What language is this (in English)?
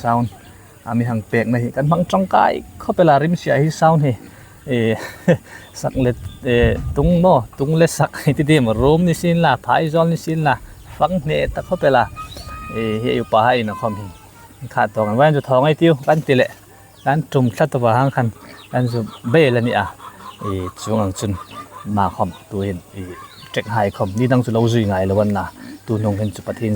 Hmar